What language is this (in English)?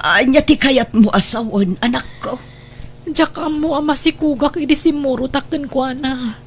Iloko